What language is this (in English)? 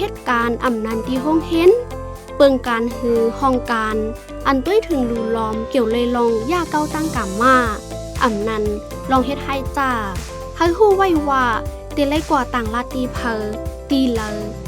Shan